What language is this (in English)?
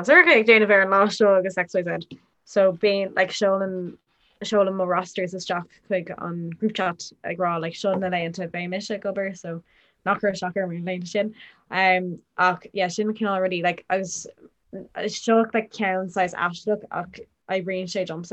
Irish